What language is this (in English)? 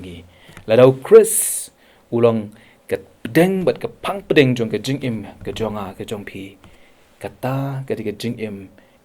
Khasi